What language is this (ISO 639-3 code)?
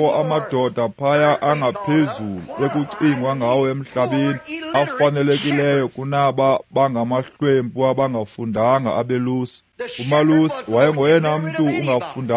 xho